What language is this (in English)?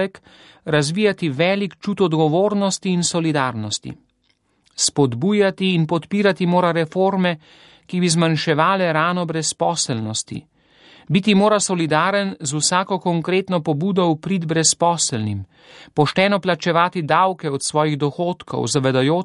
Slovenian